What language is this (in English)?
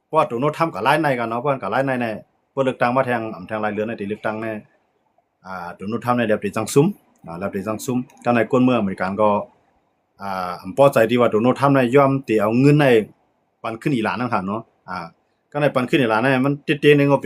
Shan